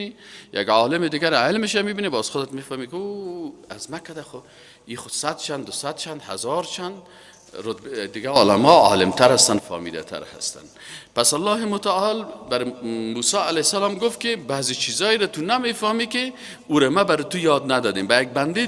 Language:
Persian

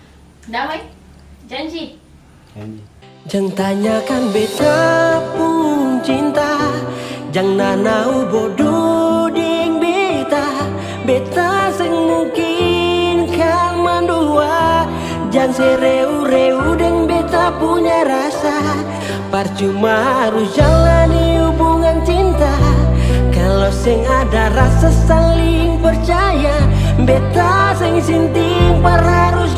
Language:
Ambonese Malay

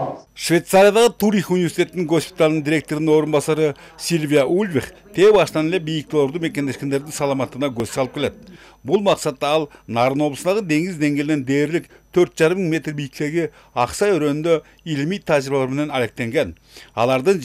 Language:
Kyrgyz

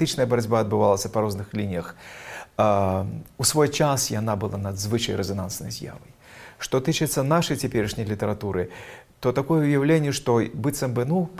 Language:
Belarusian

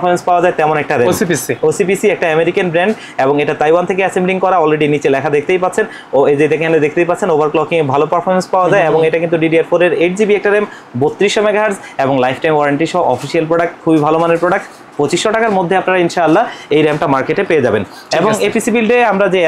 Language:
Bangla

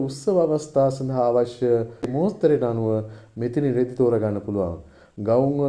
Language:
Sinhala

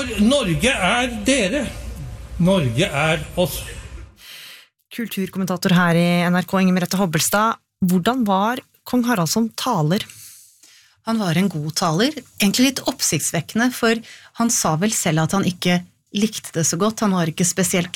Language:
Norwegian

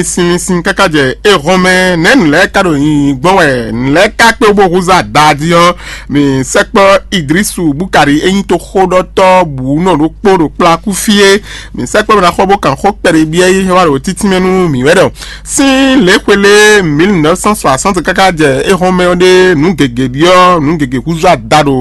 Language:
Fon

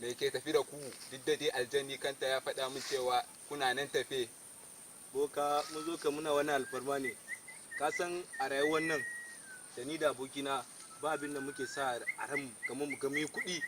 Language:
Hausa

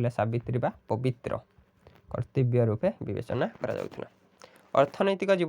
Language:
Odia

